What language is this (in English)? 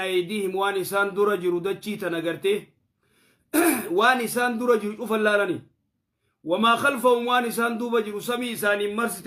Oromo